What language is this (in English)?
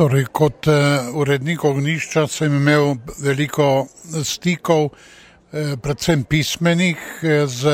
Slovenian